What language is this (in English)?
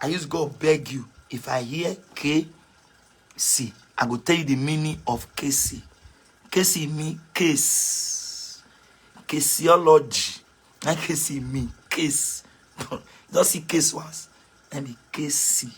Nigerian Pidgin